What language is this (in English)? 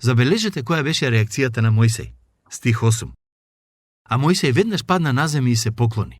Macedonian